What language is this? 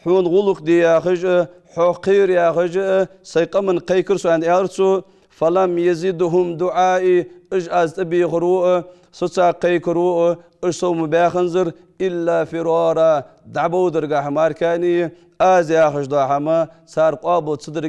Ingush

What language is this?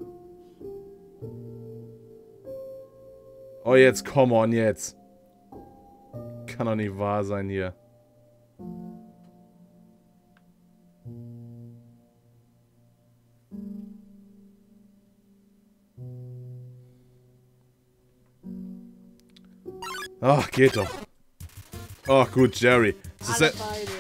German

